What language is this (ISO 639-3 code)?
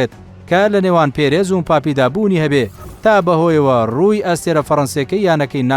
ckb